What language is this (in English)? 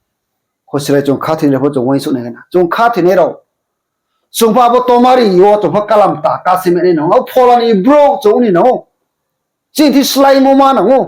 Riang (India)